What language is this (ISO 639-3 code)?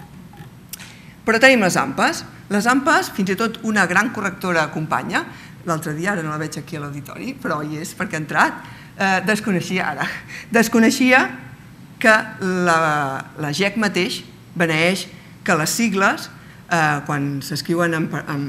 cat